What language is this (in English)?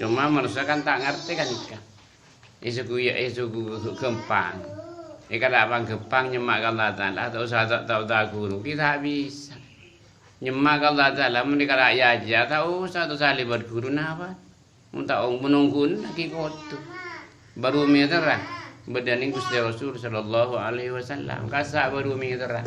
Madurese